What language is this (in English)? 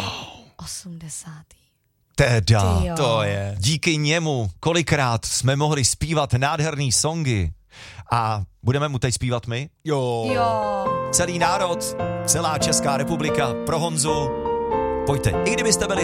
Czech